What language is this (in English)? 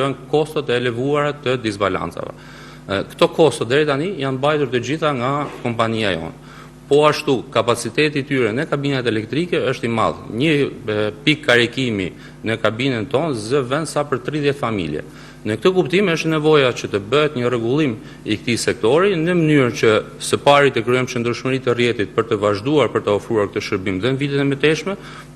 Albanian